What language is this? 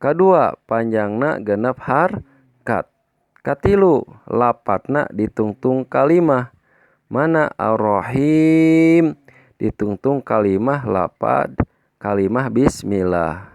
Sundanese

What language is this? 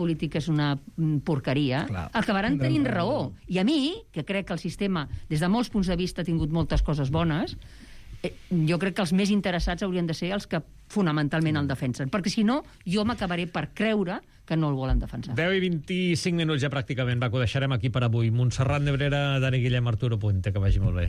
Catalan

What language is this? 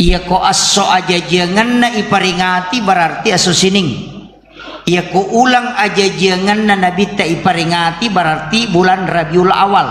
Buginese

